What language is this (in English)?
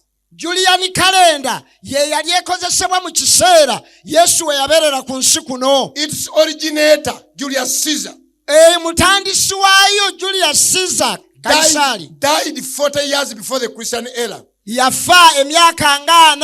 Ganda